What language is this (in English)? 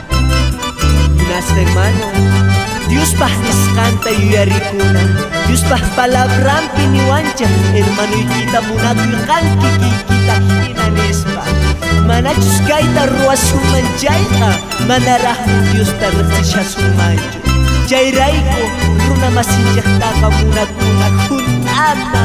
Quechua